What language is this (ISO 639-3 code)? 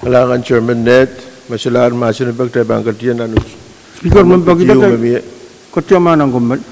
pon